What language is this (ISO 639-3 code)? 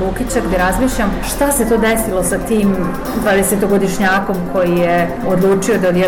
bos